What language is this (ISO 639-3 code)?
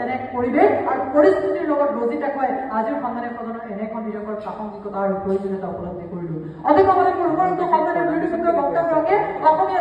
asm